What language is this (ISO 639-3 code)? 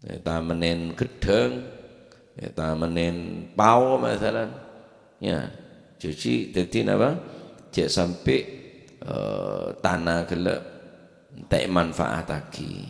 mad